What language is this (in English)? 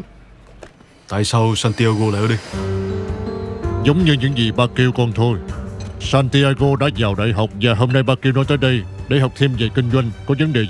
Vietnamese